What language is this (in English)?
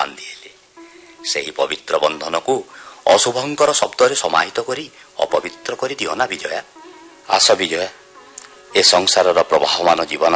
Odia